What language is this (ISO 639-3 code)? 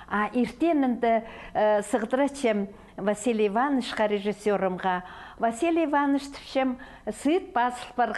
kjh